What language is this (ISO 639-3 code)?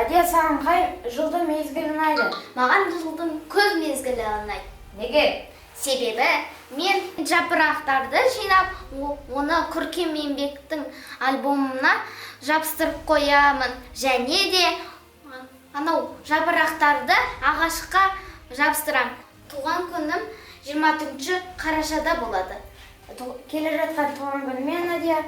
kaz